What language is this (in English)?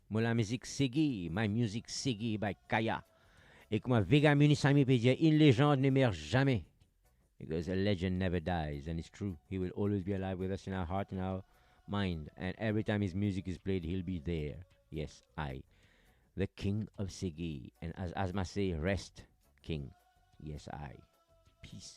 Morisyen